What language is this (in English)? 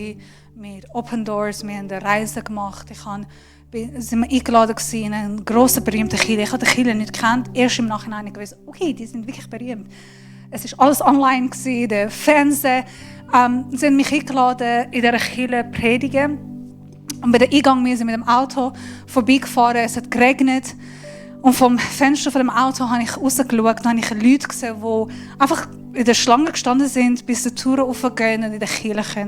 Swiss German